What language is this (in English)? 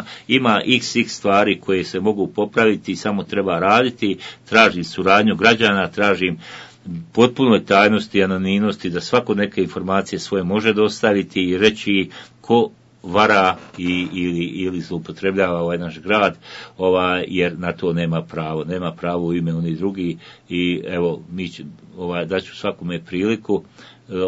Bosnian